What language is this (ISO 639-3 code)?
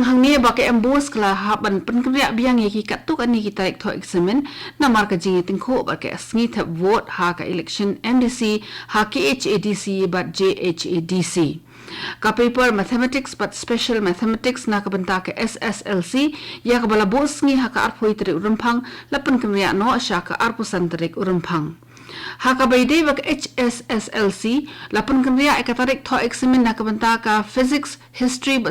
kha